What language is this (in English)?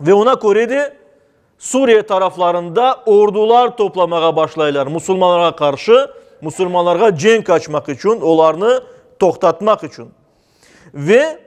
Crimean Tatar